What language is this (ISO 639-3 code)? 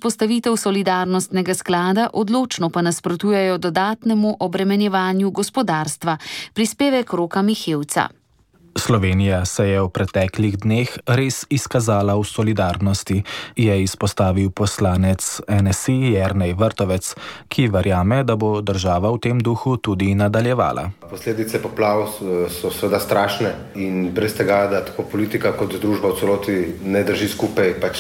slv